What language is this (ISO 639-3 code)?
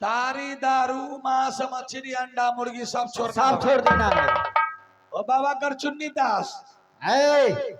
mai